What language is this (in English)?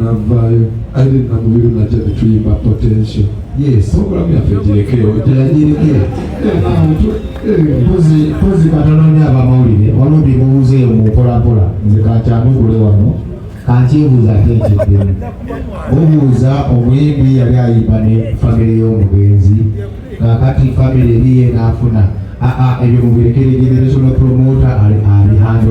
Ganda